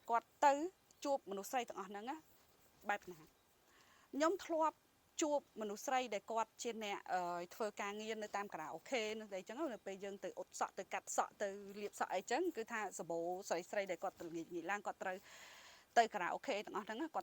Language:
Khmer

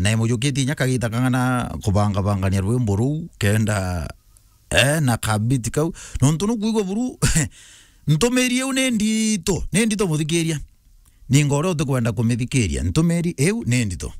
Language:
Meru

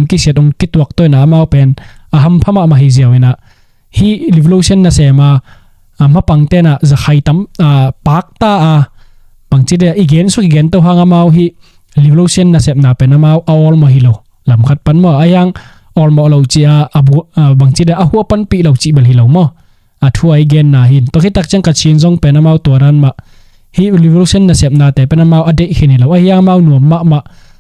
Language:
Tedim Chin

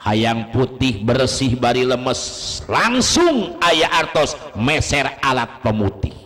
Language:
Sundanese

